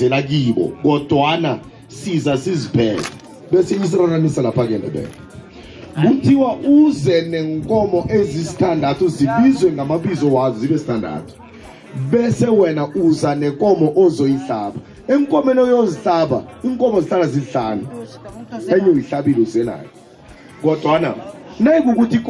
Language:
South Ndebele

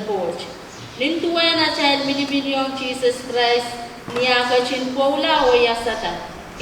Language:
Pohnpeian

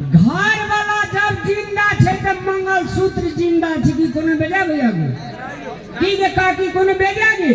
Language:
Maithili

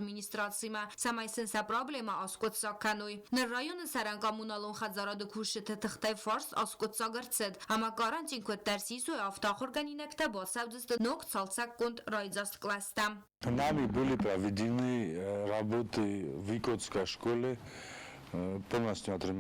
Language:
Ossetic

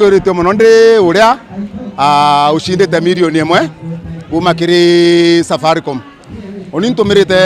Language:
Meru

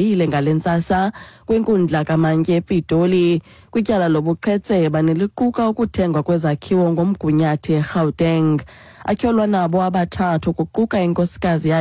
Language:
Xhosa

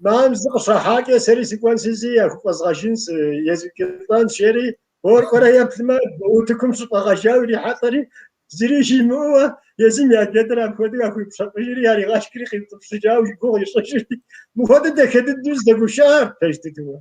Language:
Kabardian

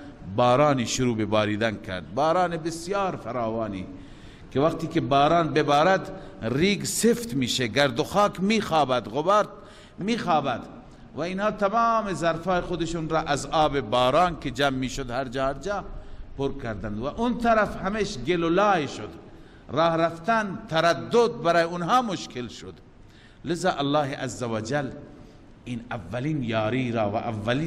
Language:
Persian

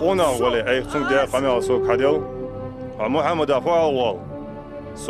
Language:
Ingush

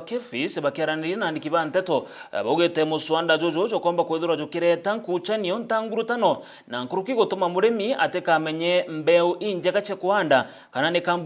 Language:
Meru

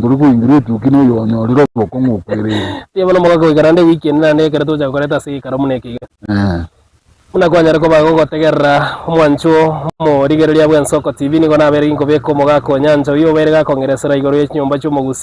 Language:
Gusii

